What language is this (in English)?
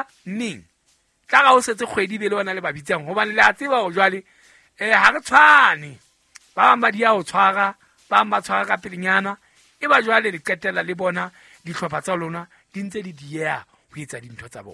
Southern Sotho